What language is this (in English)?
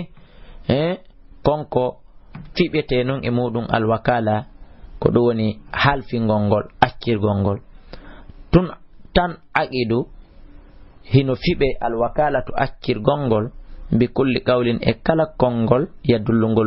Fula